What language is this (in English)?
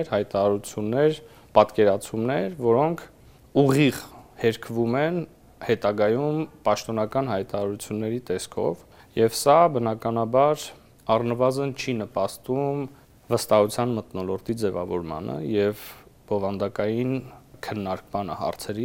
Armenian